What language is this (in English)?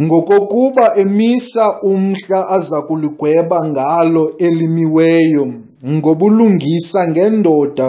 Xhosa